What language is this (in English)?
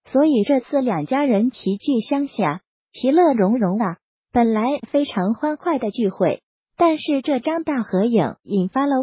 Chinese